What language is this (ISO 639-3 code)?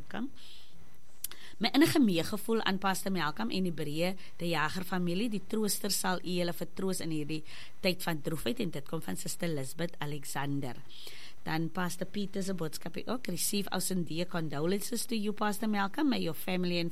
afr